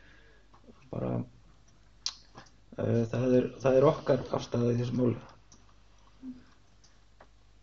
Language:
Icelandic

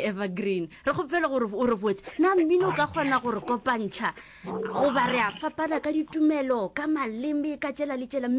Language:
Northern Sotho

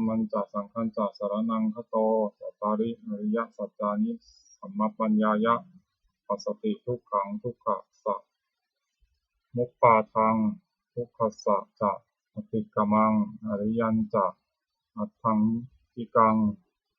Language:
Pali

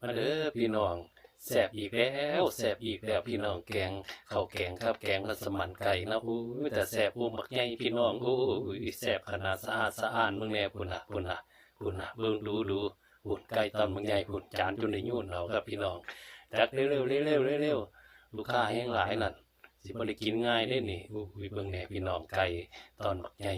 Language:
Northeastern Thai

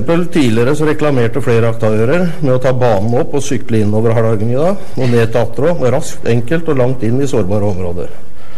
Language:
Norwegian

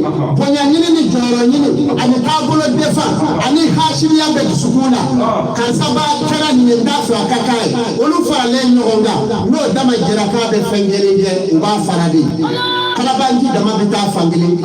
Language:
Bambara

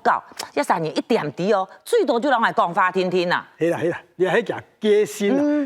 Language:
Hakka Chinese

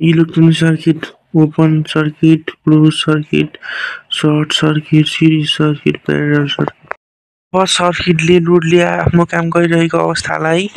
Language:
Nepali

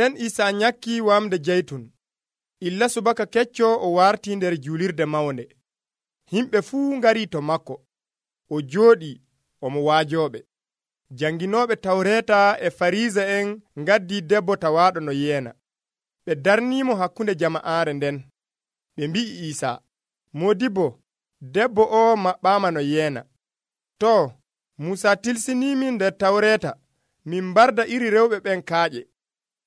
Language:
Nigerian Fulfulde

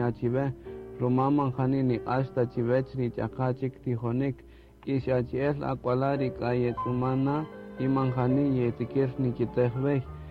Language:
Kaqchikel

